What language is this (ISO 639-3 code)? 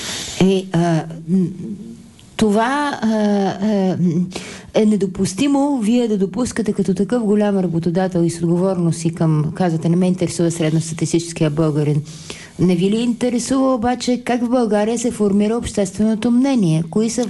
bul